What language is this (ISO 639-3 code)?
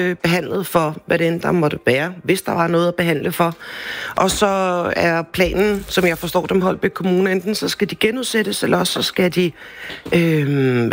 dan